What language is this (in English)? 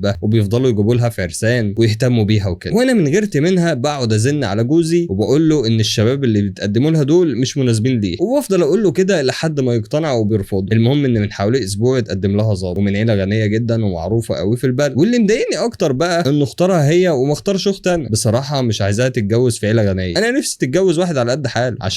Egyptian Arabic